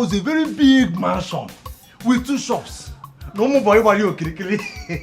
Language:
Nigerian Pidgin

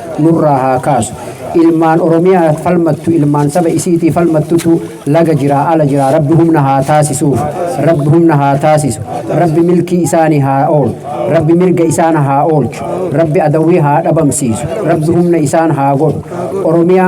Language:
Oromo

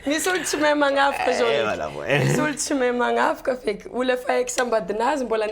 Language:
Malagasy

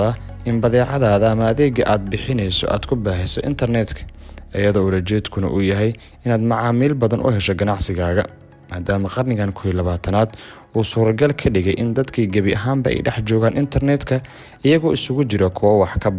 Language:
Somali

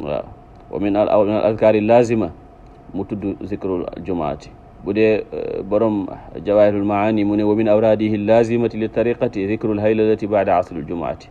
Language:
Wolof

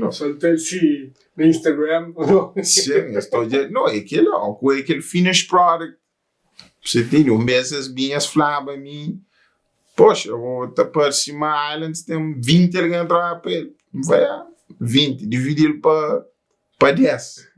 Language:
Kabuverdianu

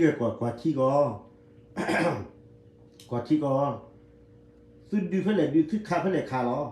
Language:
S'gaw Karen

